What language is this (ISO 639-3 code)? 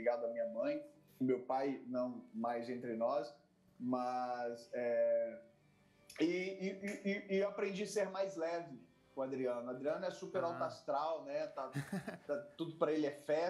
por